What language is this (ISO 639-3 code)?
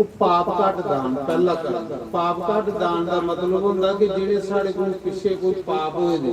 doi